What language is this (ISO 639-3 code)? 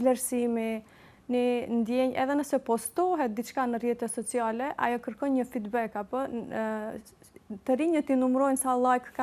sqi